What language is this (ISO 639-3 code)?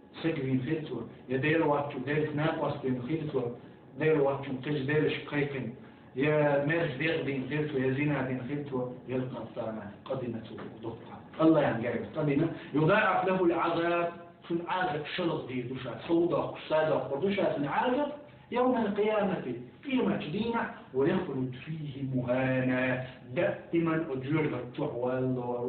che